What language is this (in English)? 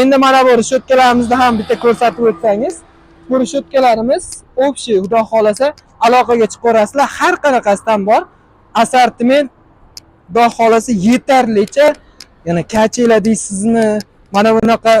Uzbek